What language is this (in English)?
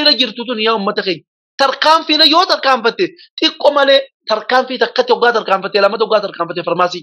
Oromo